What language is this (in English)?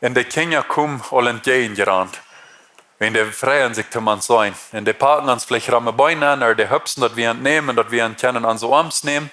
Plautdietsch